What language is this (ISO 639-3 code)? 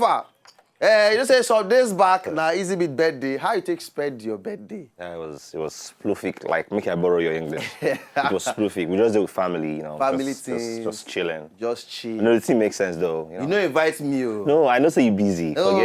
pcm